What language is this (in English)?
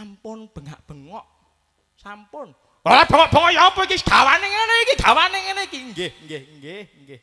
Javanese